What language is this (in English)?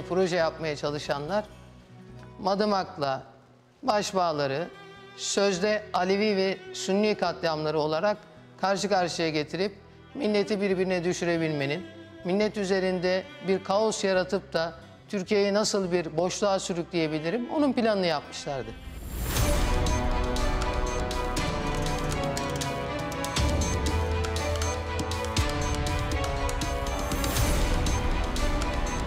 Turkish